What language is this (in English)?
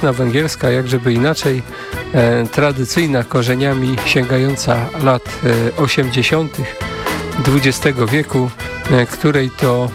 Polish